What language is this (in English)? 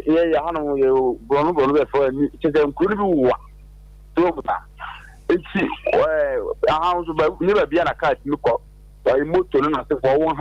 Akan